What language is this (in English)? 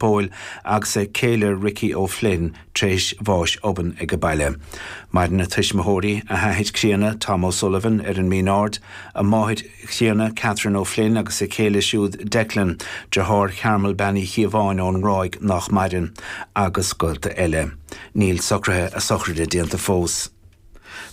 Irish